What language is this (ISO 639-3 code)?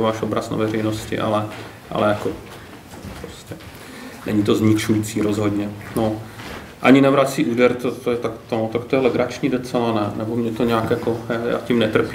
ces